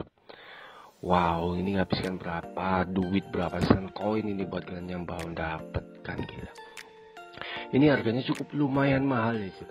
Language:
Indonesian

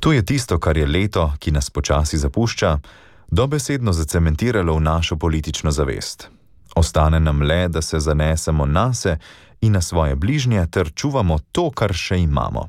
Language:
Slovenian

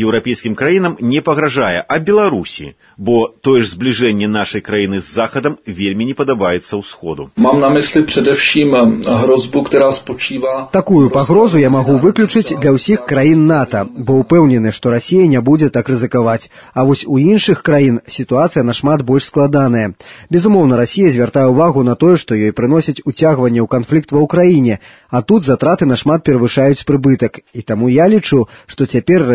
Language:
Belarusian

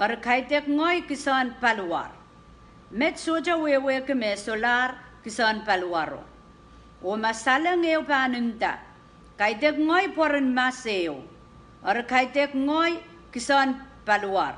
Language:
Pohnpeian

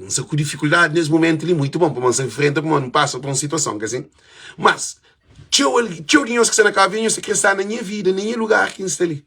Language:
Kabuverdianu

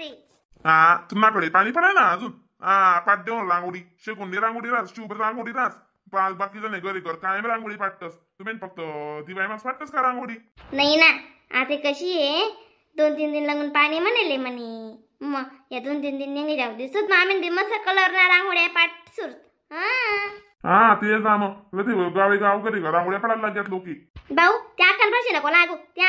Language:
Khandesi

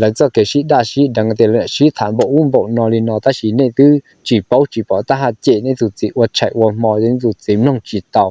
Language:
Hmong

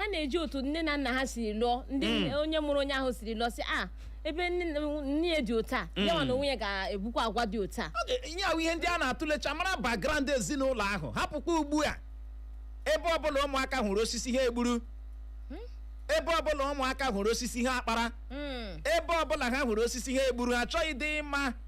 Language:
Igbo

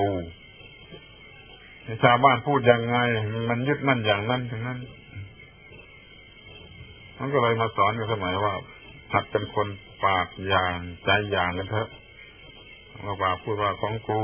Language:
Thai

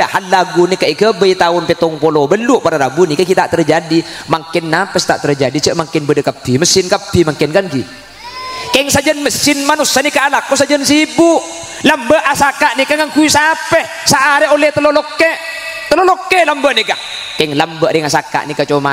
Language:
Madurese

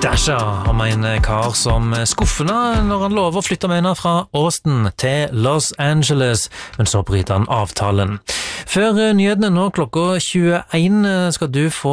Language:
Norwegian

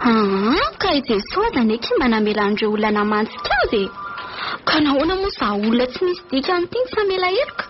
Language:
Malagasy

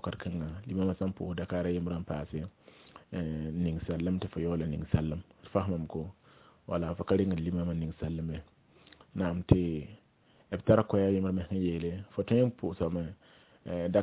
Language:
Mossi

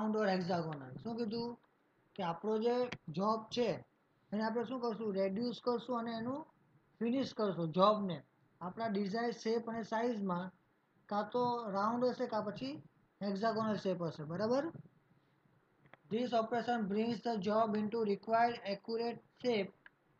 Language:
Gujarati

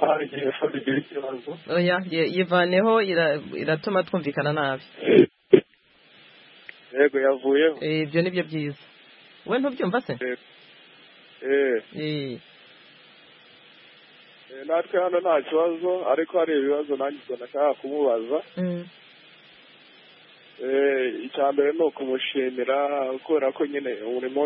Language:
Kinyarwanda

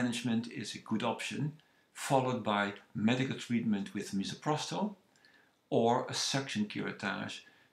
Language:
English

